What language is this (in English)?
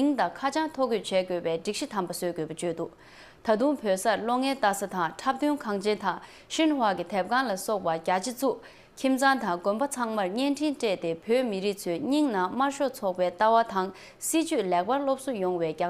Tibetan